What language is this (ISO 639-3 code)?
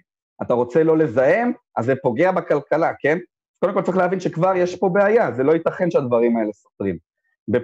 heb